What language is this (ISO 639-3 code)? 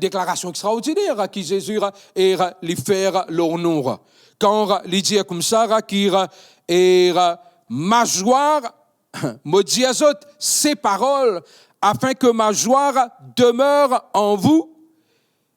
mfe